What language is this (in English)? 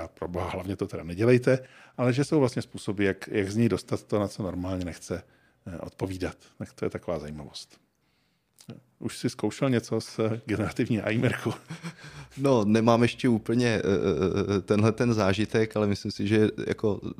Czech